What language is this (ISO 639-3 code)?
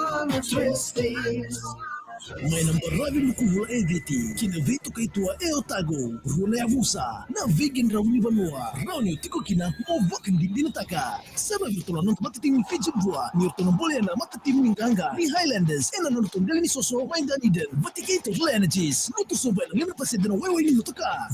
fij